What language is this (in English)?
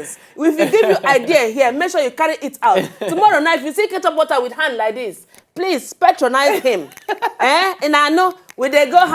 Nigerian Pidgin